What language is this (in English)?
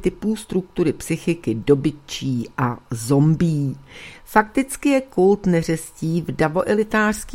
Czech